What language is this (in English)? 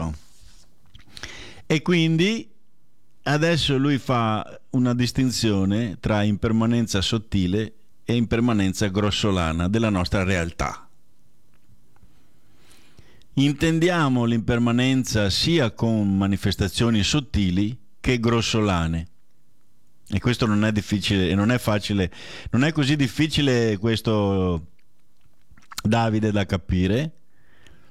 Italian